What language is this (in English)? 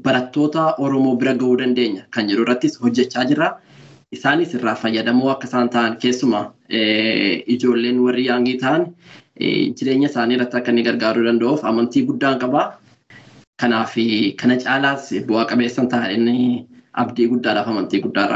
Oromo